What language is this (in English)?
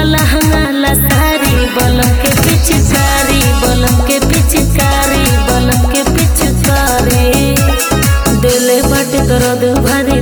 Bhojpuri